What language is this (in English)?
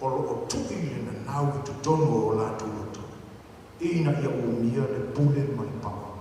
Samoan